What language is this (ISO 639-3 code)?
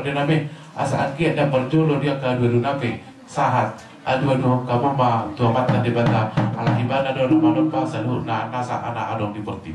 bbc